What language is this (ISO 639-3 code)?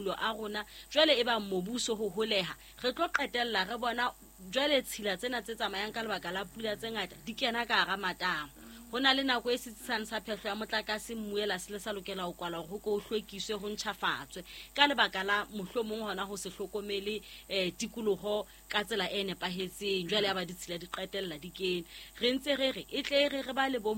sot